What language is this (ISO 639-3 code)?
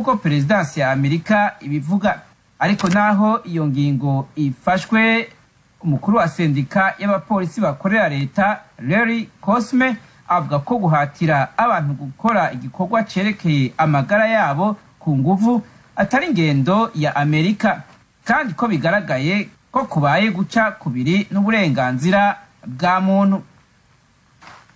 kin